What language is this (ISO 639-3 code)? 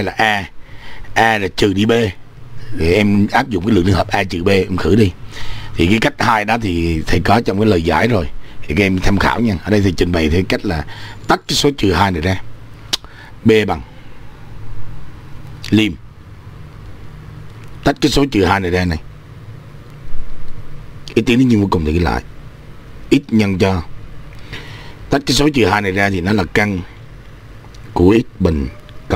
vie